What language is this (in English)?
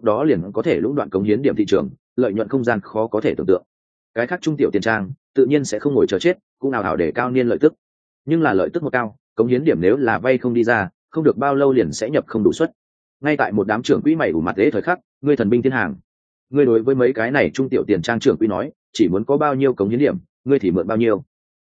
Vietnamese